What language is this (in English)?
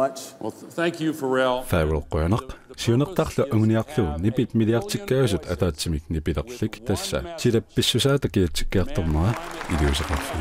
Kalaallisut